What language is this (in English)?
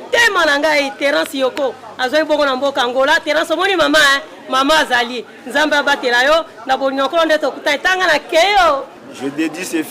Lingala